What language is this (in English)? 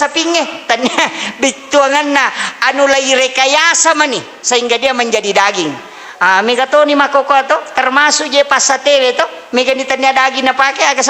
Buginese